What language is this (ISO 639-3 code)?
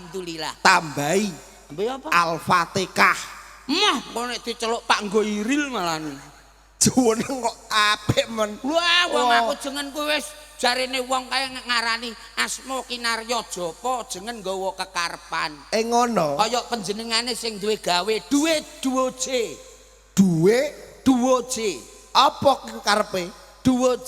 jav